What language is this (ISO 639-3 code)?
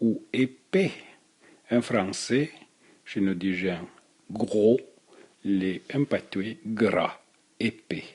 frp